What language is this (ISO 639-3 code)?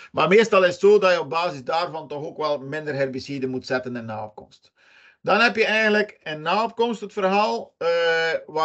nld